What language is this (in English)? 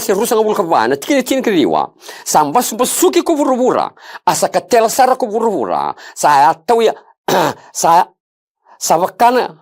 Fijian